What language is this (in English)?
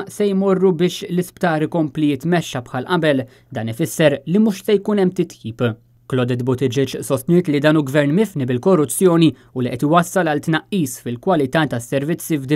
Maltese